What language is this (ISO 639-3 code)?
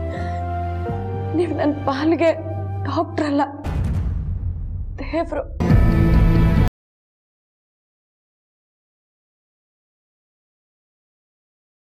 kan